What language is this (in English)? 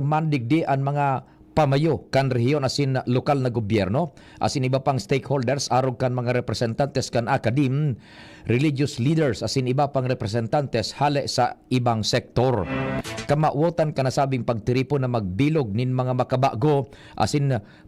Bikol